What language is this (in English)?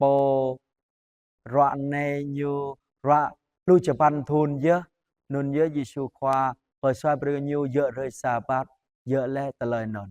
Jarai